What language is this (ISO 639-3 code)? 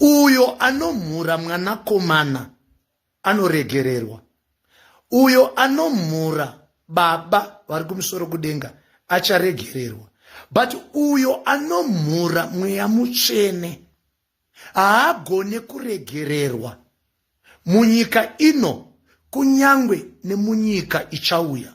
sna